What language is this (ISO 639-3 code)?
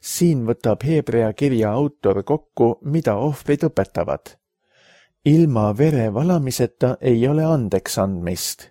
est